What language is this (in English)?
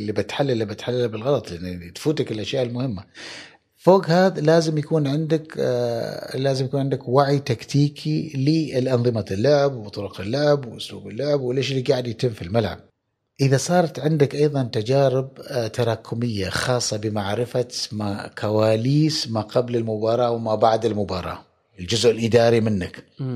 Gulf Arabic